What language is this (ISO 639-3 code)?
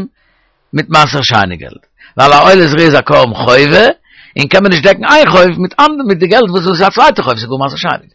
yid